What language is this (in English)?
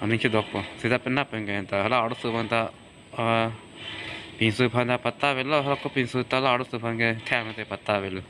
Karbi